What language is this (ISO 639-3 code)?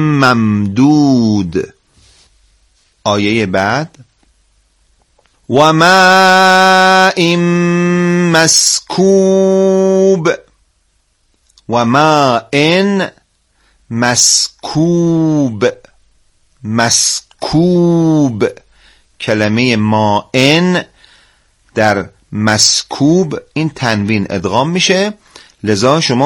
fas